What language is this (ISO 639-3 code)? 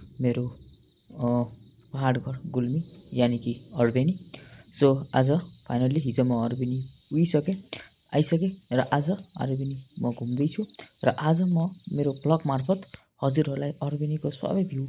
nep